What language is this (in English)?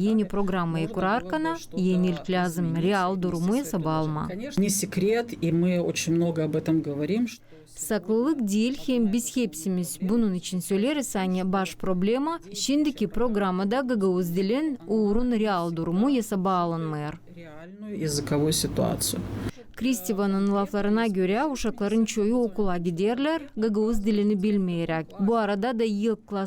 Gagauz